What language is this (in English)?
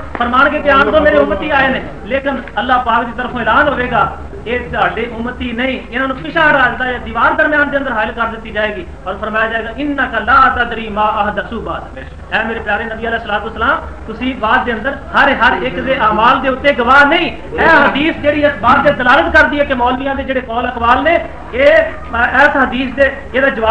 Western Panjabi